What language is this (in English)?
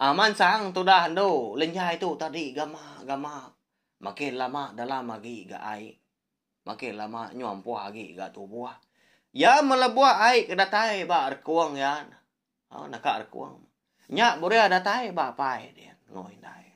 Iban